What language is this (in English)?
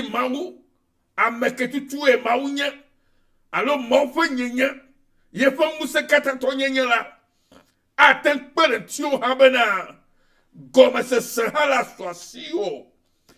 Ewe